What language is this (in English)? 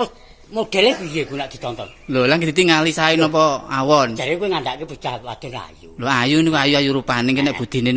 Javanese